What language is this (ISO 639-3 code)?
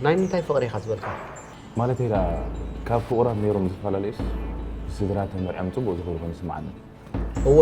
tir